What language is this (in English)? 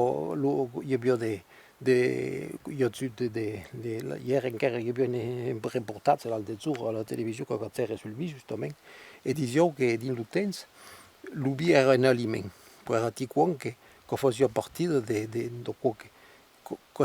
Occitan